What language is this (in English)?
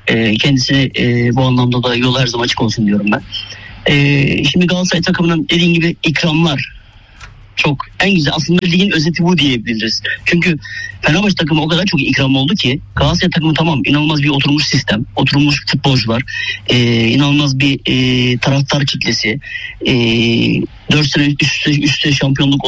Turkish